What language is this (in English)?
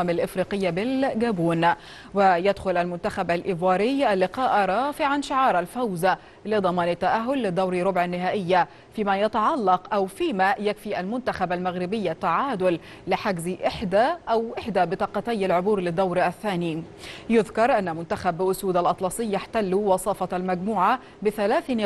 Arabic